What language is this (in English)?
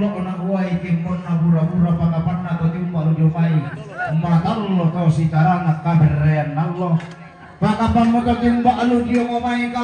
Toraja-Sa'dan